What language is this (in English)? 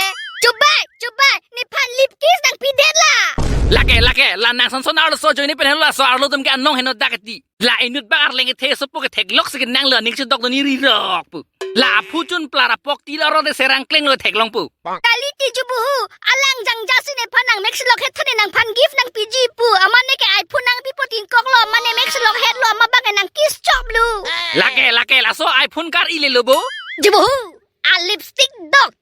Karbi